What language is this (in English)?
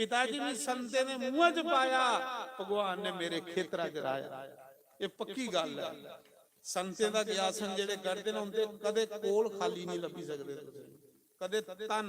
Dogri